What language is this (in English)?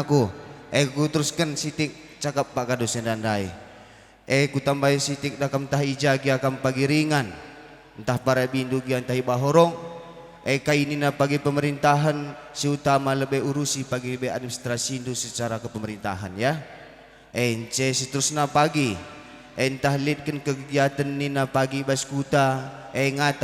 Batak Karo